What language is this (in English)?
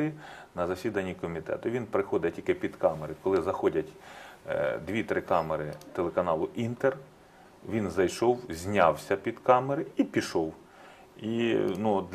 Ukrainian